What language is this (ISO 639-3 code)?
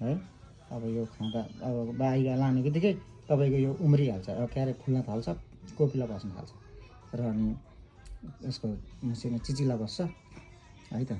nep